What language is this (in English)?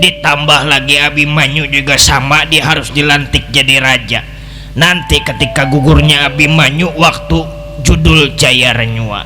Betawi